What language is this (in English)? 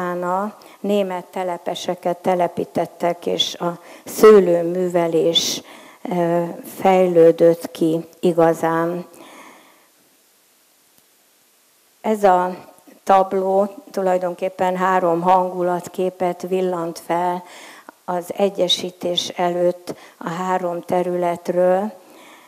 Hungarian